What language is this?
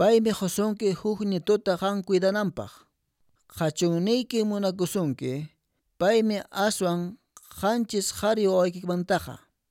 Quechua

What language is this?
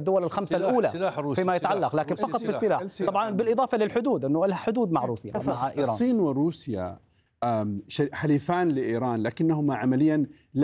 Arabic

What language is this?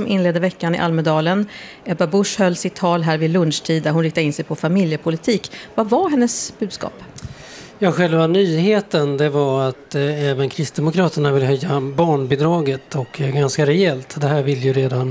Swedish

